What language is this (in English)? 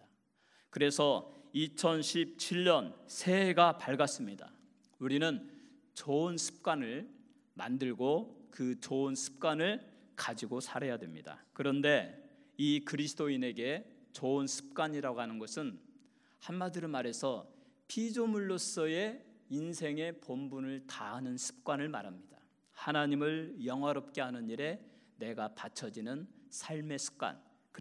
Korean